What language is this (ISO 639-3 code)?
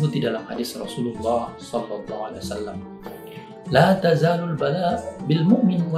ind